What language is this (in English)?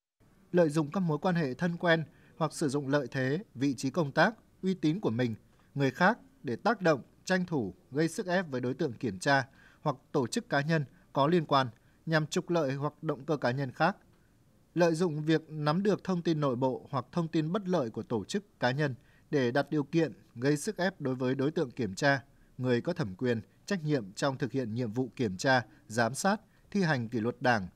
Vietnamese